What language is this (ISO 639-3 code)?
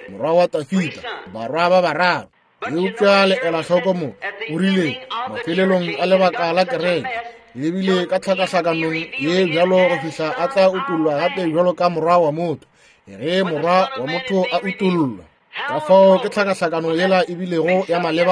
nso